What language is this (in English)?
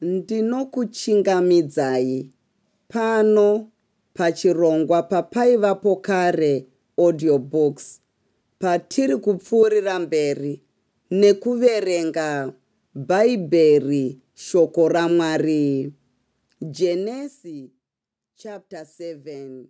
Shona